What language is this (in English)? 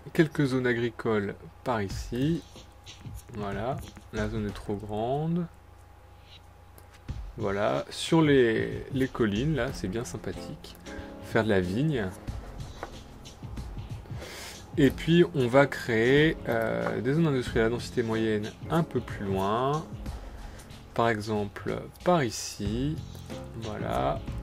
French